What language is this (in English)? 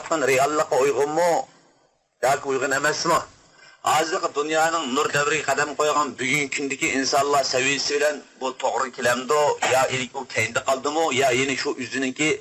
Uyghur